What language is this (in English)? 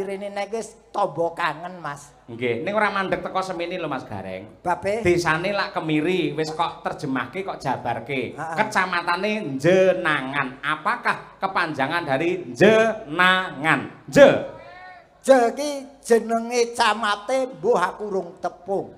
Javanese